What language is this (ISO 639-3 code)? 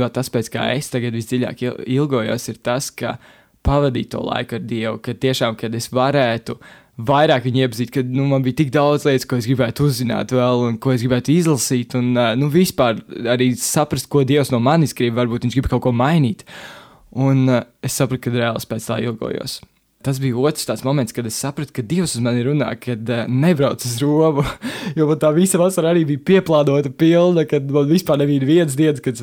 lav